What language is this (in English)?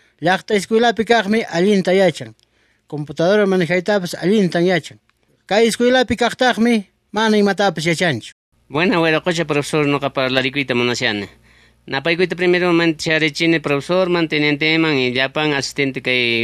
South Bolivian Quechua